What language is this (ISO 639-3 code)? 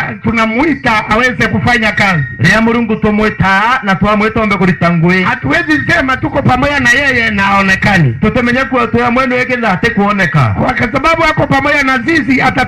mer